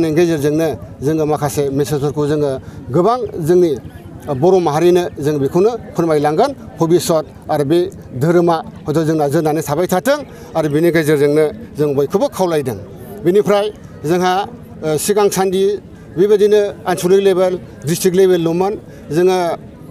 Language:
Bodo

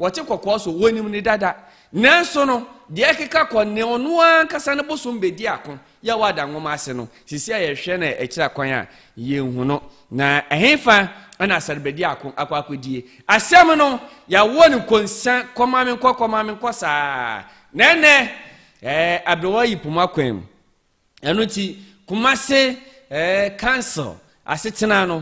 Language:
Akan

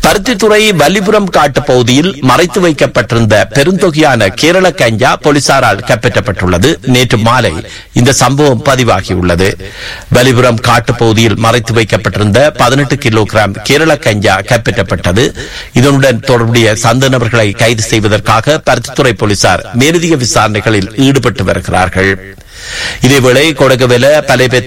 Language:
Tamil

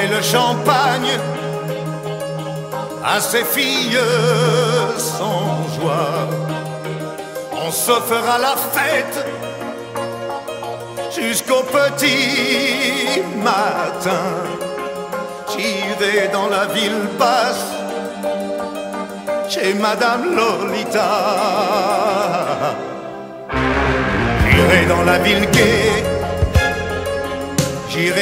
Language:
French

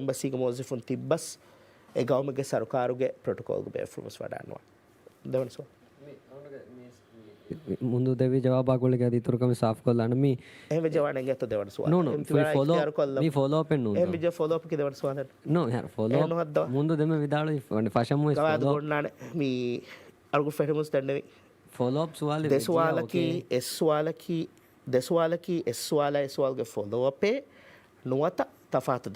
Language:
Divehi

